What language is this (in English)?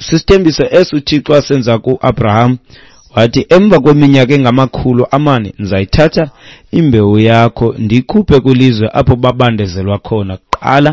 Xhosa